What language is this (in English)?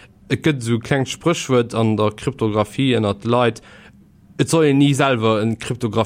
Luxembourgish